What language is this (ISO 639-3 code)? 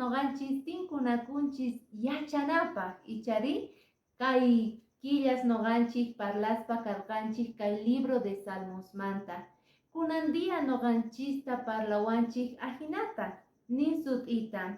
que